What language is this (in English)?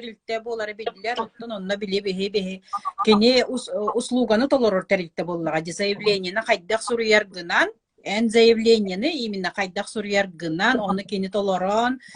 Yakut